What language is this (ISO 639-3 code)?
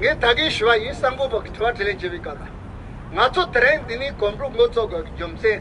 bod